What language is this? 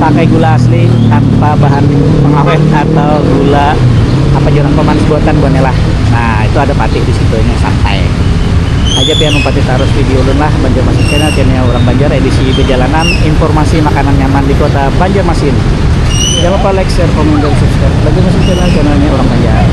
Banjar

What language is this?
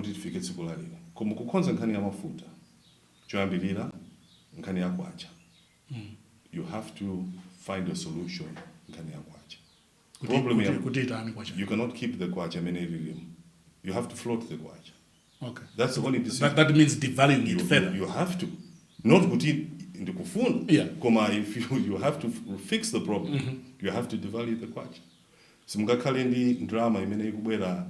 Nyanja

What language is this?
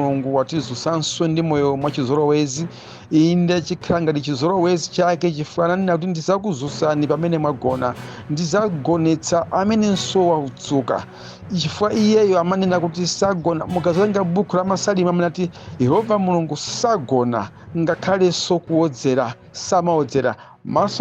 Nyanja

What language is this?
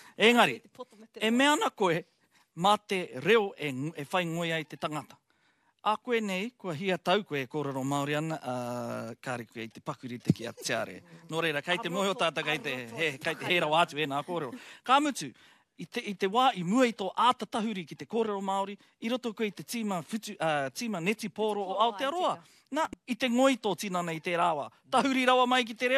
Māori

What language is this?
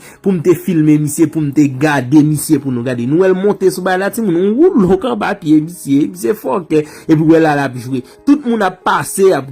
Haitian Creole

